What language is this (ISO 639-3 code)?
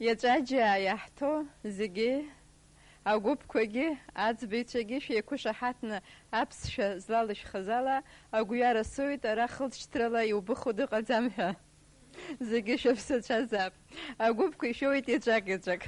abk